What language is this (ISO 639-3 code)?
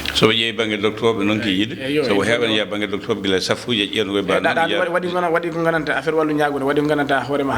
ful